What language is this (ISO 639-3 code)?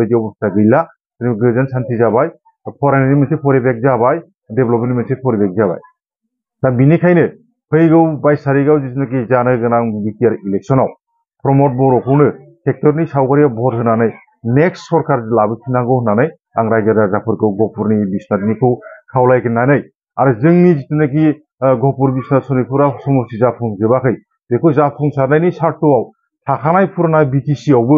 brx